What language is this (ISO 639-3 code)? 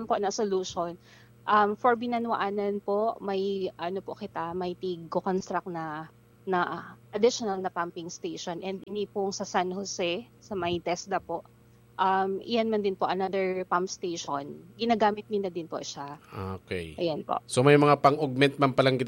bik